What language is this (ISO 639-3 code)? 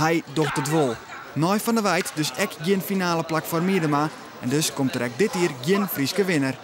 fry